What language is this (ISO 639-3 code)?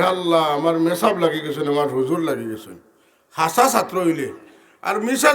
syl